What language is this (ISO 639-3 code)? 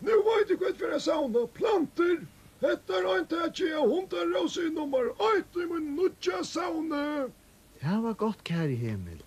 fao